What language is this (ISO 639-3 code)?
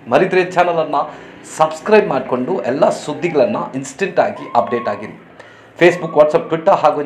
kan